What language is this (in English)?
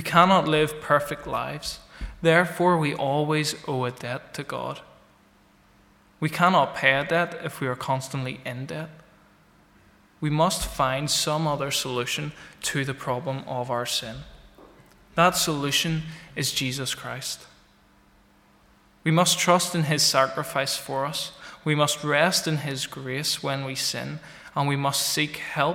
English